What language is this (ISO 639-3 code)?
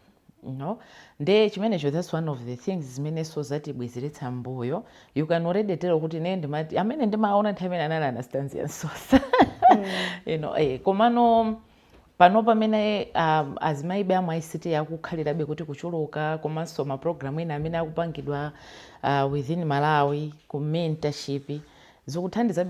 nya